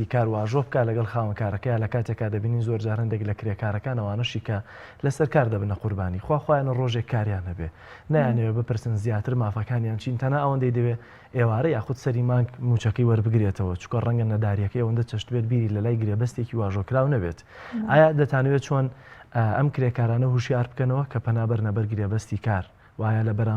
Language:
Central Kurdish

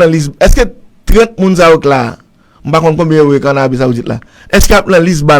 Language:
Haitian Creole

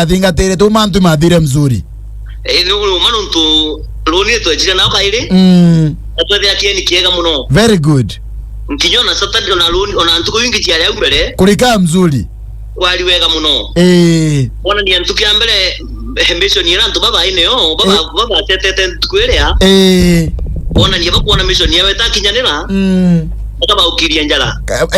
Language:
Meru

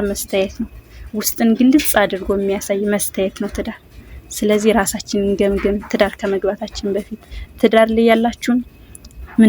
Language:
Amharic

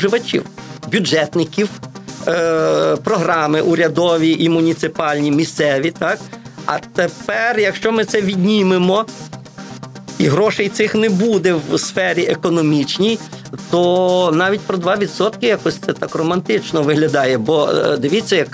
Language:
Ukrainian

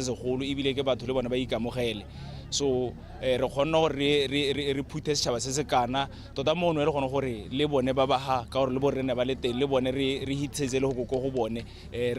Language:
Tswana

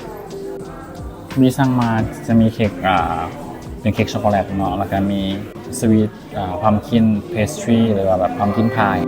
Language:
Lao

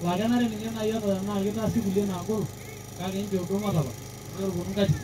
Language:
Masai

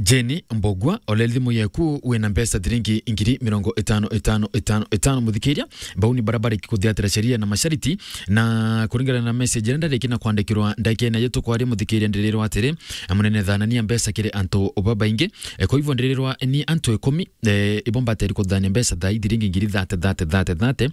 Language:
Meru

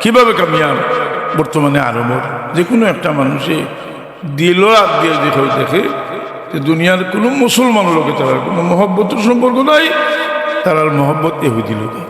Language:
Sylheti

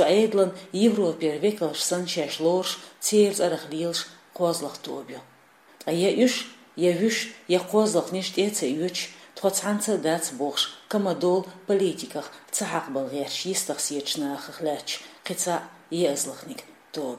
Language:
Chechen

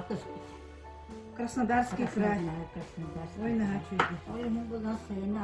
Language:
Yakut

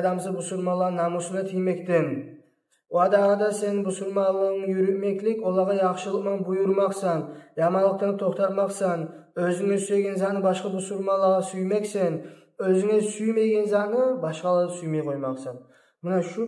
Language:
Kumyk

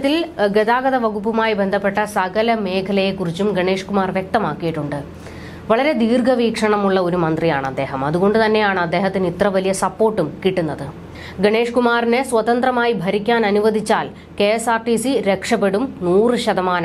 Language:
Malayalam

